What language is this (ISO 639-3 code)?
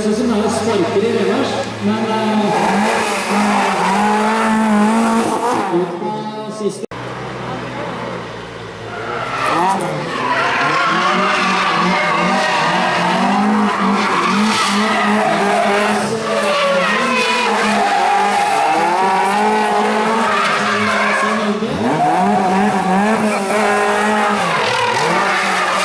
nor